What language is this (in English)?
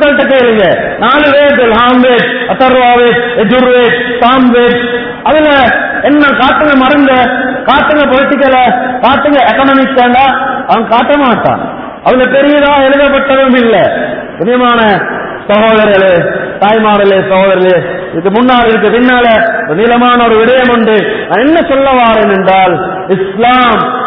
Tamil